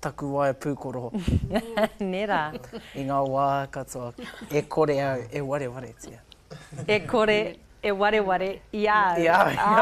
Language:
Māori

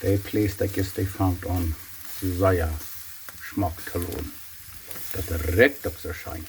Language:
Plautdietsch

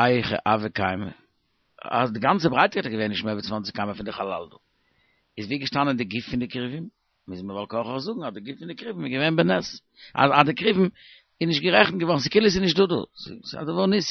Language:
Yiddish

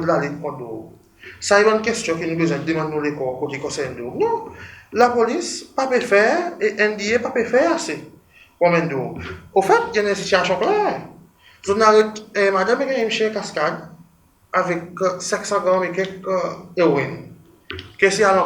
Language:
Seselwa Creole French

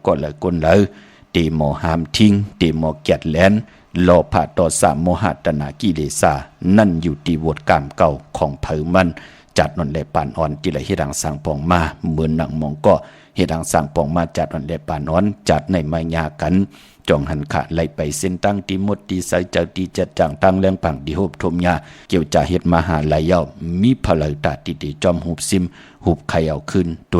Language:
Shan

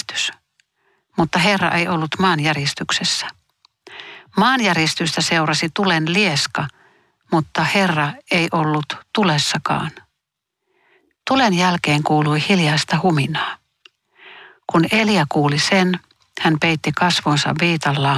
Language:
Finnish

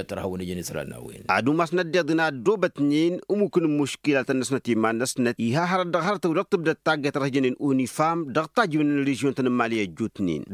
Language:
Tamasheq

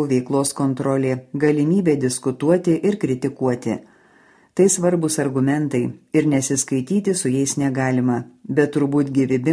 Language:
Lithuanian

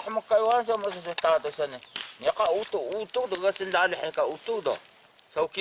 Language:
Taroko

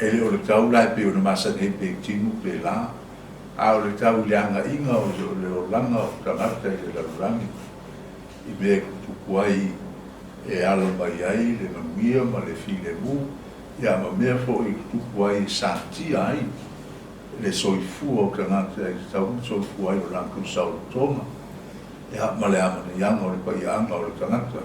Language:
Samoan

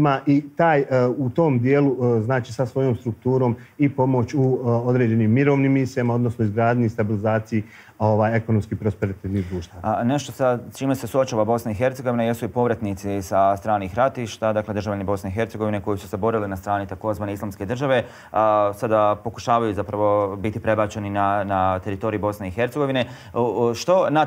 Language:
Bosnian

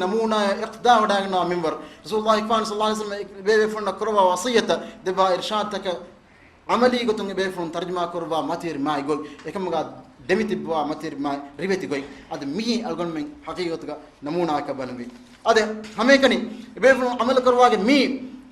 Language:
Divehi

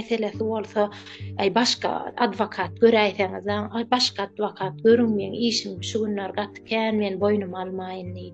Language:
Turkmen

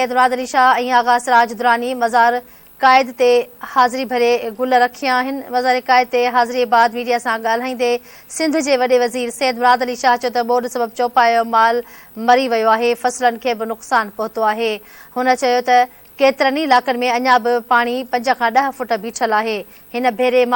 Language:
Sindhi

